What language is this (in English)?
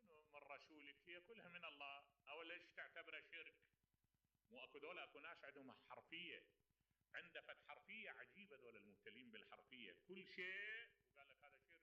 Mesopotamian Arabic